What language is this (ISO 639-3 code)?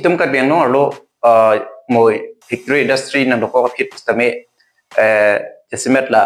mjw